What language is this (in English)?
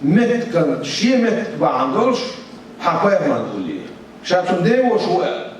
Chechen